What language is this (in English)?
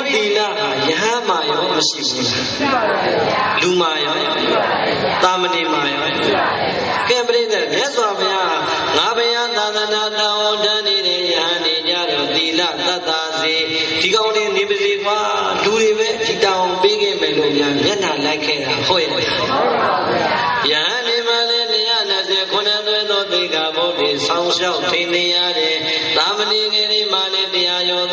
Burmese